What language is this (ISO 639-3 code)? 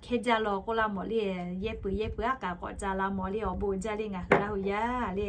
lhu